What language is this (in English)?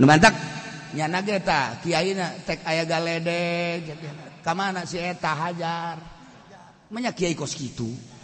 Sundanese